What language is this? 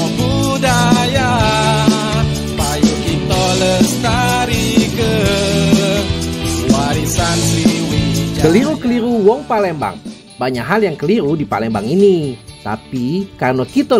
Indonesian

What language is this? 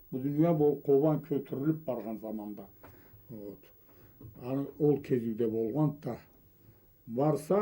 Karachay-Balkar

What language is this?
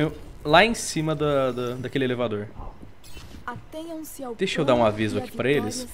Portuguese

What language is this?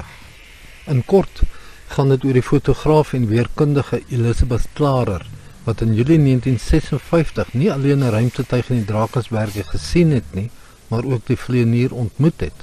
Afrikaans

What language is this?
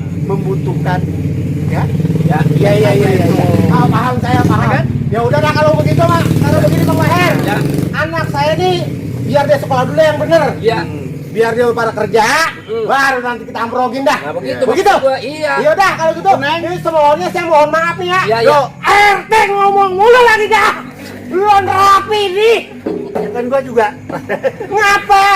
Betawi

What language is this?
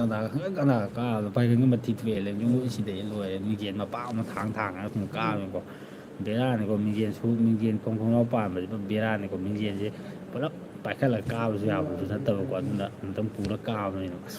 Manipuri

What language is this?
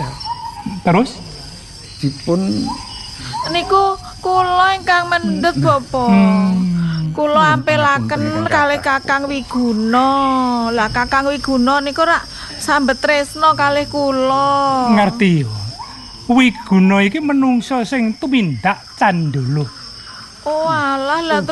Javanese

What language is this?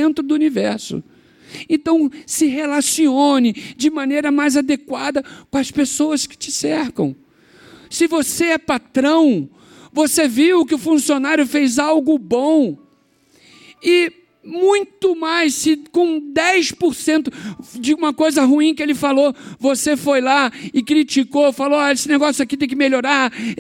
Portuguese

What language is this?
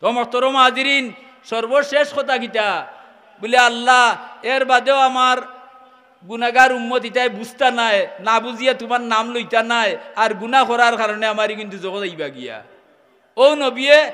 Sylheti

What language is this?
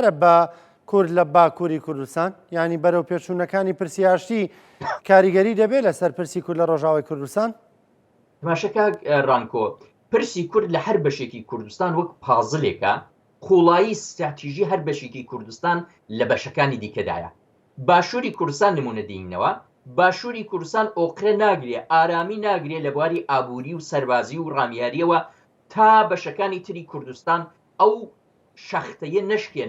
Central Kurdish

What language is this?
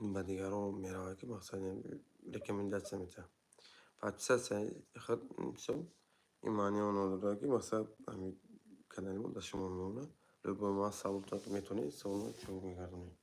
Tajik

